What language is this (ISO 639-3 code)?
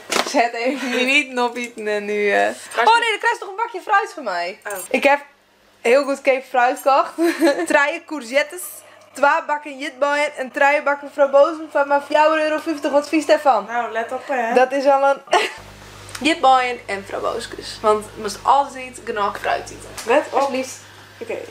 fry